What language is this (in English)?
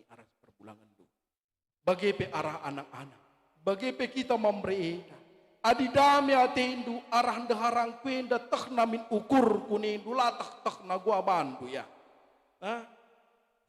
Batak Karo